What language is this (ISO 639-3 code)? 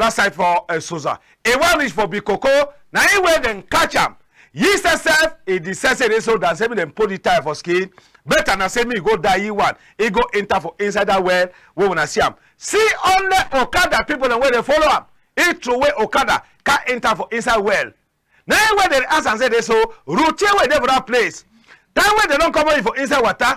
wes